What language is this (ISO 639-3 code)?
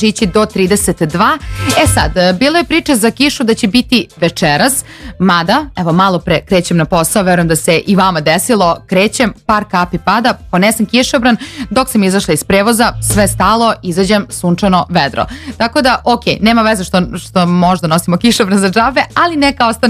srp